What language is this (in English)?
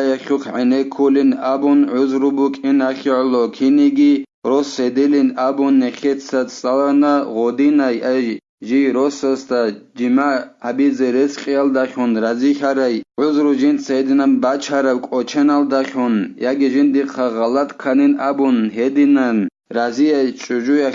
Avaric